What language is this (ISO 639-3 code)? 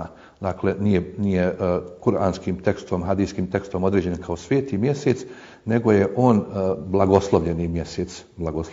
bos